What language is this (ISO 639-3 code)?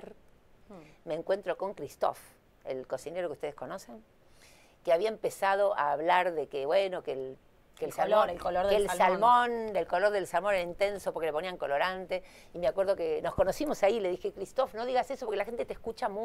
spa